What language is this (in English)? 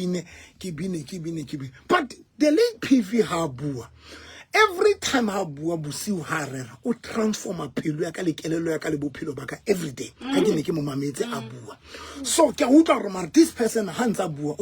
Southern Sotho